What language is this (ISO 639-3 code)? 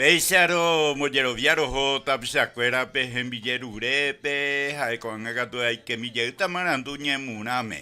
grn